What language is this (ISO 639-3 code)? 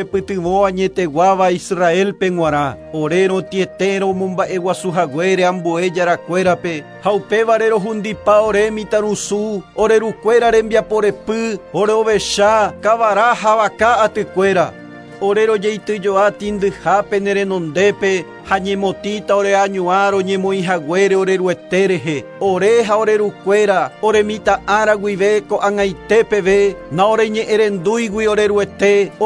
grn